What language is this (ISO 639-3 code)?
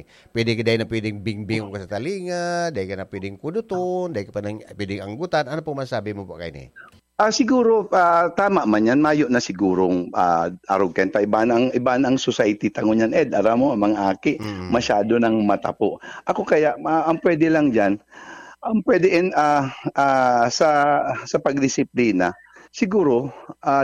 bik